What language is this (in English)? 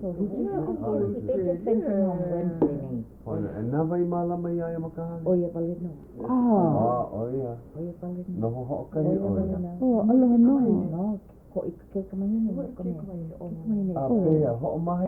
Hawaiian